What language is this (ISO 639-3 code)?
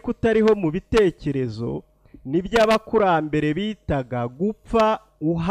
kin